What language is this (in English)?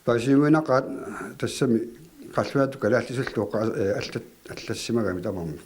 Kalaallisut